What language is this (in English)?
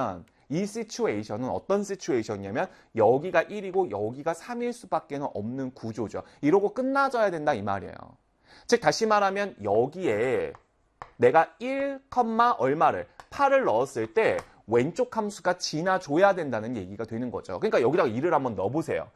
Korean